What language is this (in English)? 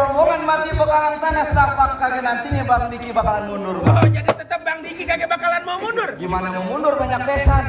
Betawi